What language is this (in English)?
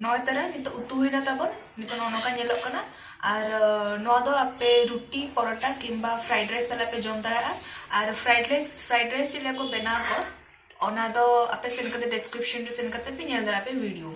Santali